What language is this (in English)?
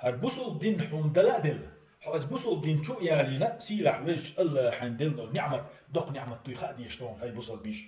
Chechen